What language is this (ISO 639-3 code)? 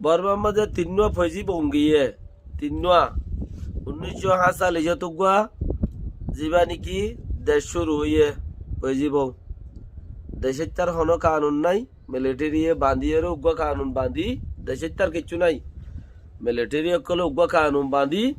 rhg